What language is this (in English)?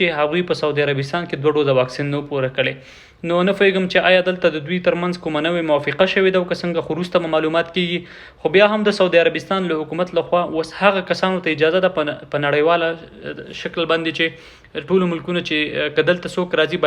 Pashto